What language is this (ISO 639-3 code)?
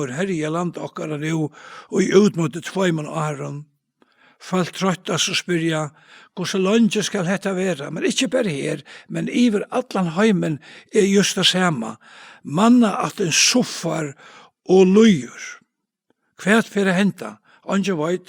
fao